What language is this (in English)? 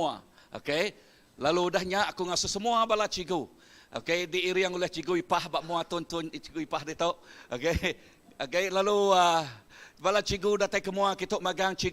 Iban